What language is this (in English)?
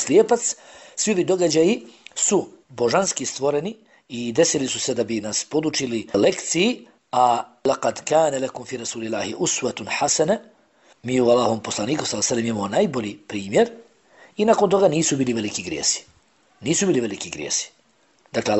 Bosnian